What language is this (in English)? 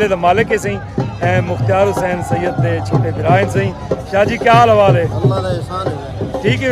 Saraiki